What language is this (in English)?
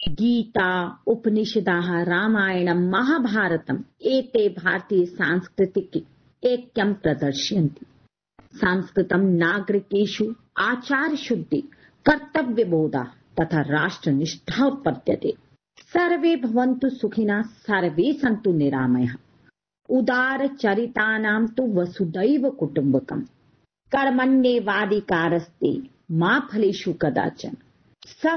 Sanskrit